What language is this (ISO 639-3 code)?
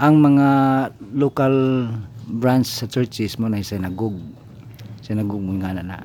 ceb